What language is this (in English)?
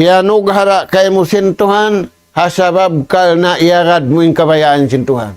Tausug